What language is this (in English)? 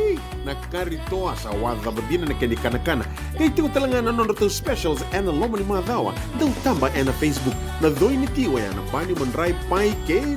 Fijian